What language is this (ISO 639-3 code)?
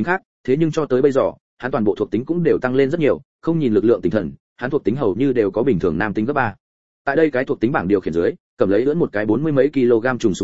vie